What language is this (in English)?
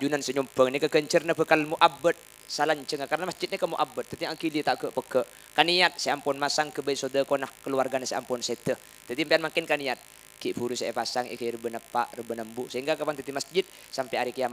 Madurese